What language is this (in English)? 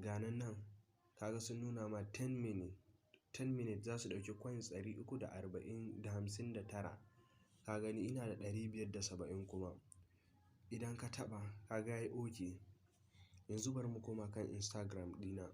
Hausa